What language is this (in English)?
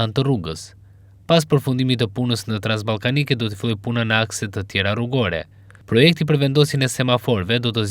Albanian